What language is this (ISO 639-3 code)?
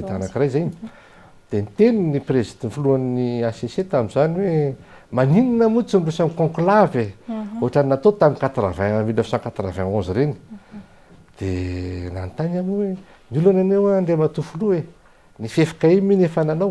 mlg